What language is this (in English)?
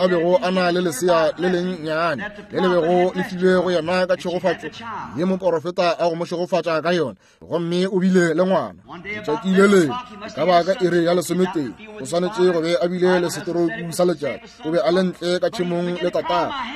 Northern Sotho